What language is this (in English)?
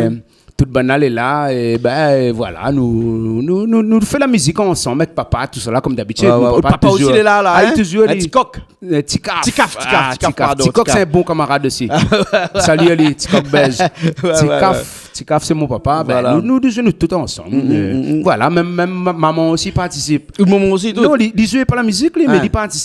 Réunion Creole French